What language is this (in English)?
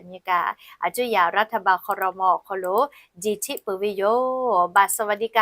Lahu